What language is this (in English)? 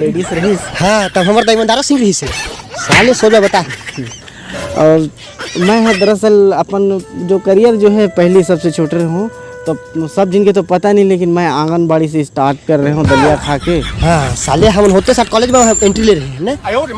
Chhattisgarhi